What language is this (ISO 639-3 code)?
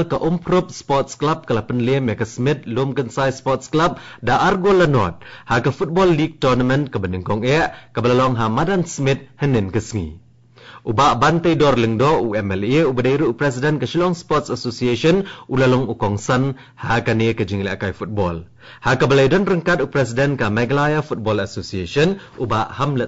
kha